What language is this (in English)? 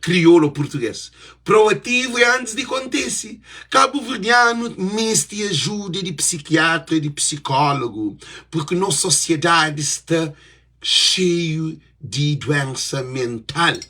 Kabuverdianu